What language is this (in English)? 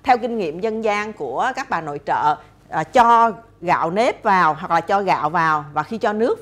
Vietnamese